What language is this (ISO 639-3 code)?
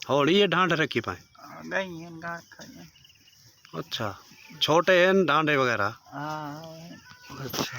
skr